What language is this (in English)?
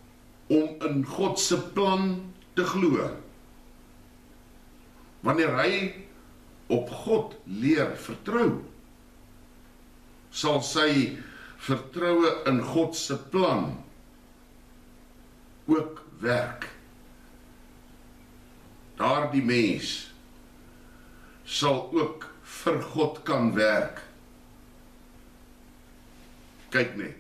Afrikaans